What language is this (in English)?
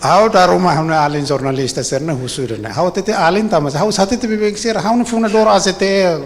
Tetum